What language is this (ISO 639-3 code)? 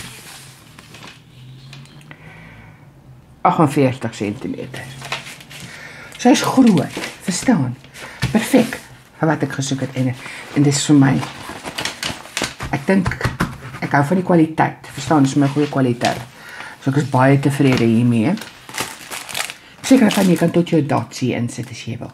afr